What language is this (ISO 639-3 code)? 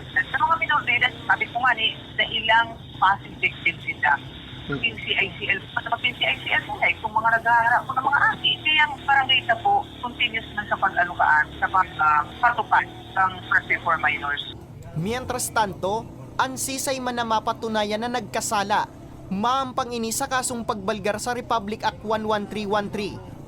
bik